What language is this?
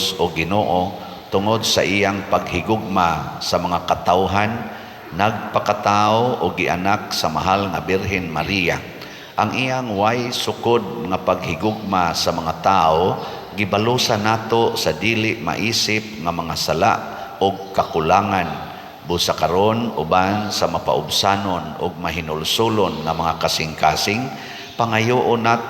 Cebuano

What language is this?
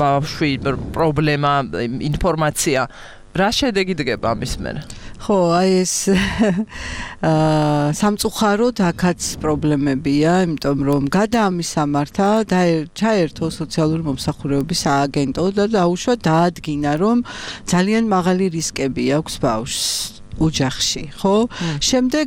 Georgian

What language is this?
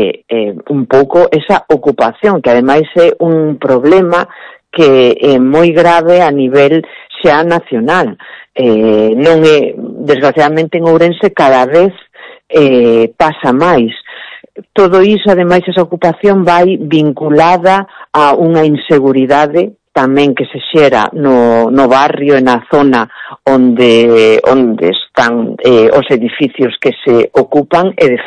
Galician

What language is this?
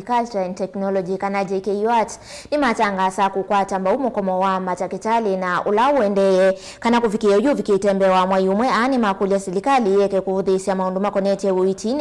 Kamba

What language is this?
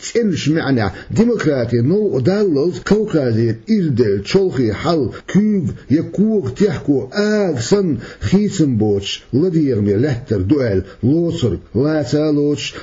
Chechen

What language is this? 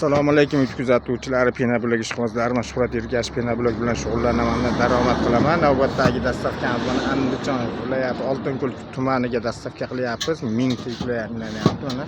Uzbek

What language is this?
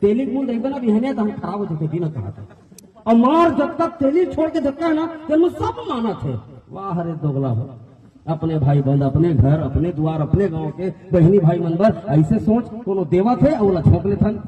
Chhattisgarhi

